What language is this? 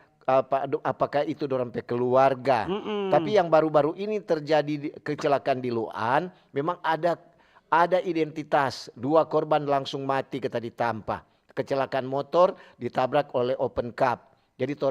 Manado Malay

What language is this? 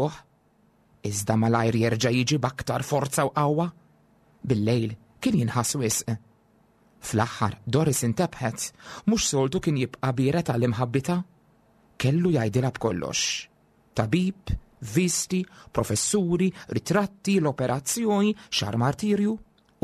Maltese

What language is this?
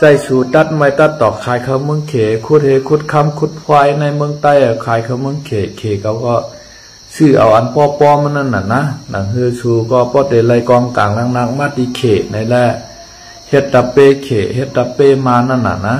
Shan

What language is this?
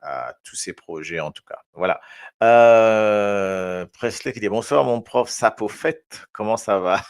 Morisyen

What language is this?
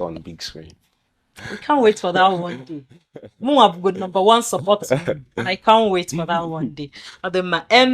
Igbo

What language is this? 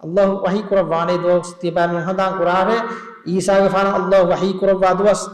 Divehi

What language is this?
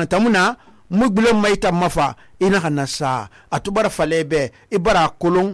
Susu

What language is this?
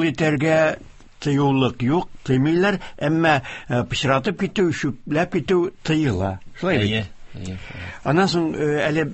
Tatar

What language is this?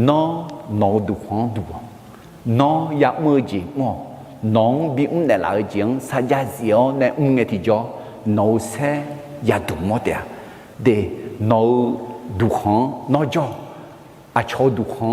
Akha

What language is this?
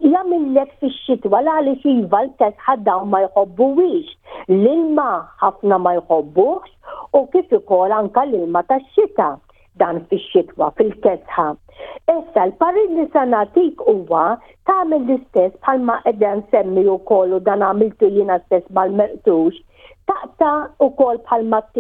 Maltese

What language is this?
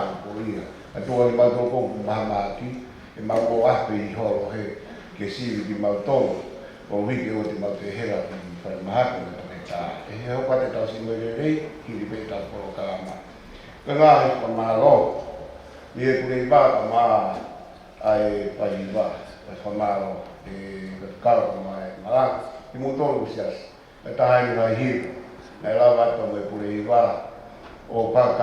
Tongan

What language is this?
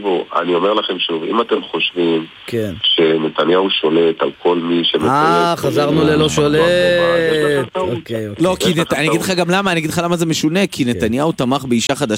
Hebrew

